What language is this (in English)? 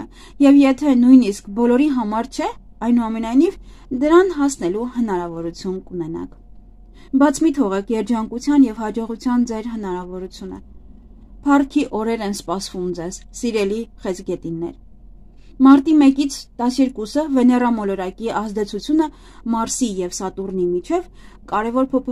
Armenian